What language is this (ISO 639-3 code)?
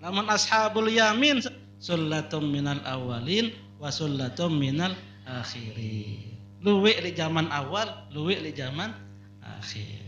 sas